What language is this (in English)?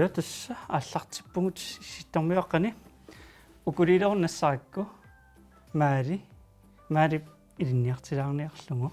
Kalaallisut